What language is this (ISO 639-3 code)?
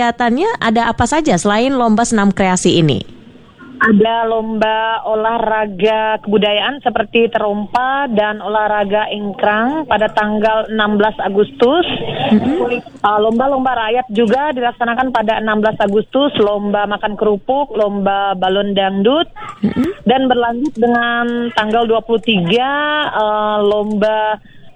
ind